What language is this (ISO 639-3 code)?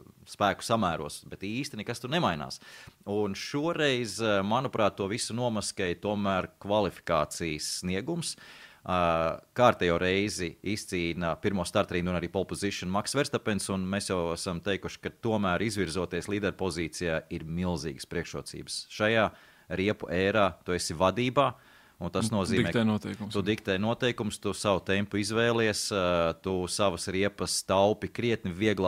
lav